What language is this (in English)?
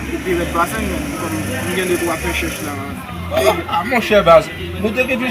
Haitian Creole